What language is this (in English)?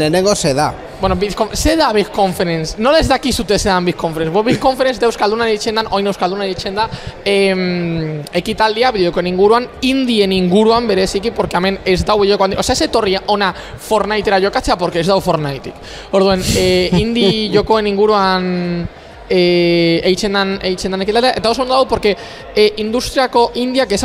Basque